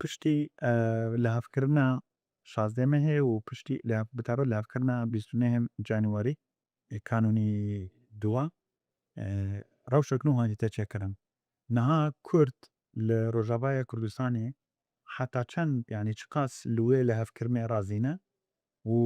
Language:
Kurdish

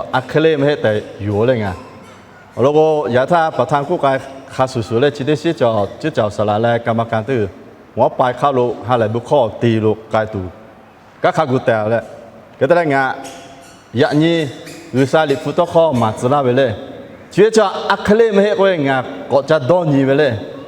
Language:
Lahu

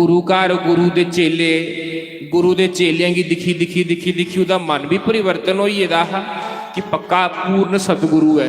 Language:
Dogri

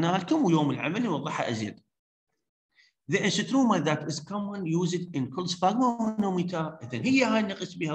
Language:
Mesopotamian Arabic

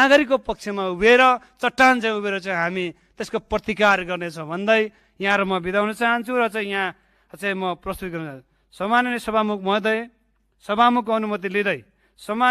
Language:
Nepali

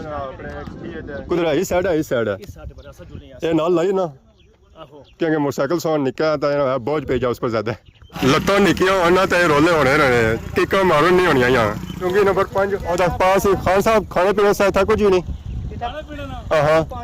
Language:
Pahari-Potwari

